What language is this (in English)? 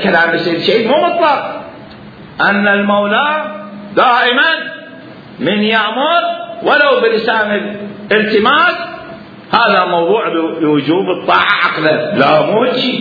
Mesopotamian Arabic